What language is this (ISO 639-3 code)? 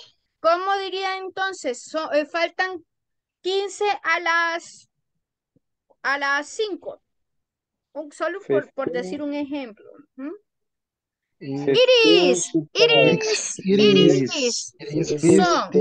spa